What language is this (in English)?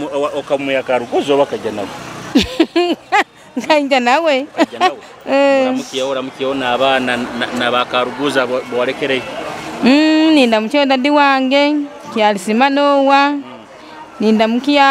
Nyoro